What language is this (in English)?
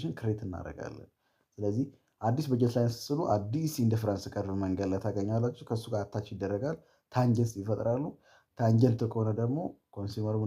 Amharic